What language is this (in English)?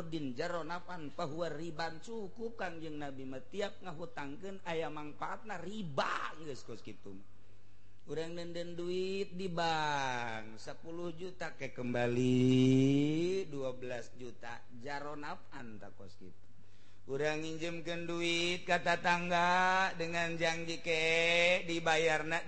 Sundanese